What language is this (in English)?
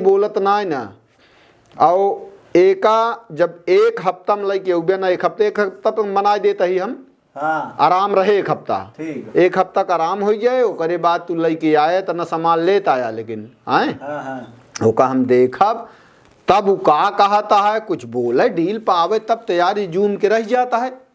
Awadhi